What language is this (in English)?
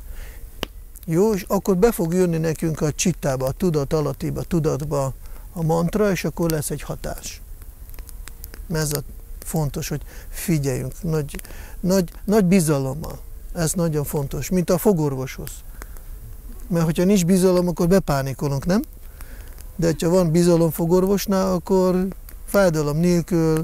Hungarian